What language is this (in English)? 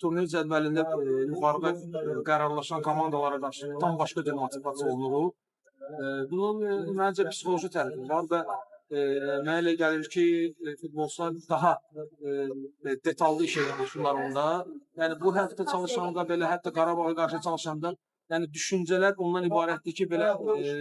Azerbaijani